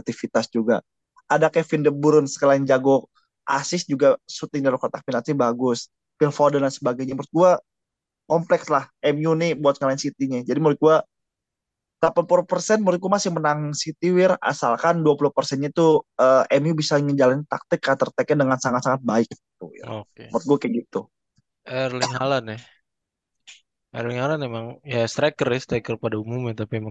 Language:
Indonesian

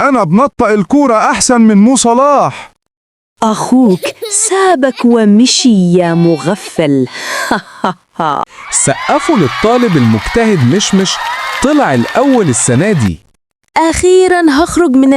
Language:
Egyptian Arabic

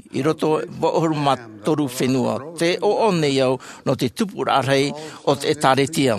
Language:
Tahitian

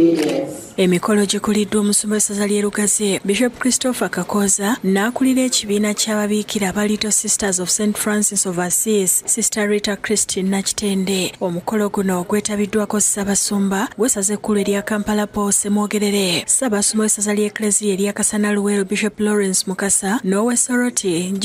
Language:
Ganda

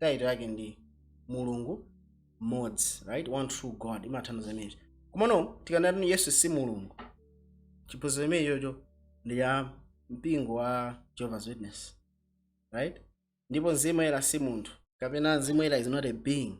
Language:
Nyanja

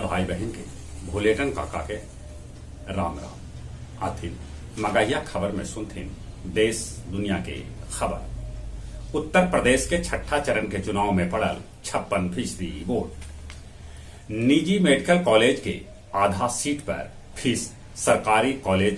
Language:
Magahi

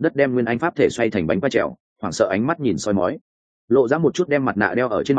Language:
Vietnamese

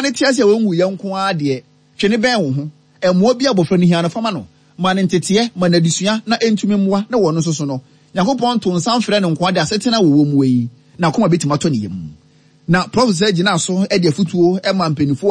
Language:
Akan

